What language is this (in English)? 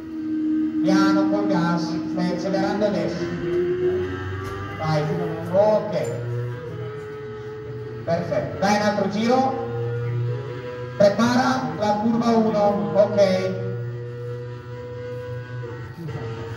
Italian